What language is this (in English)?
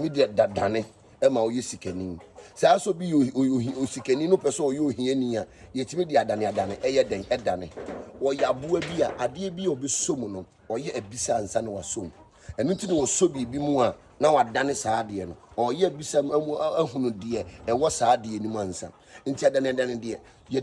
Akan